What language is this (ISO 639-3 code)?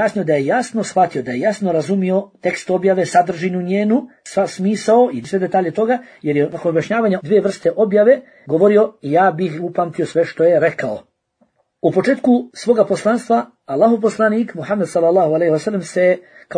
bos